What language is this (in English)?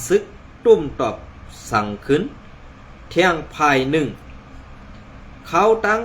Shan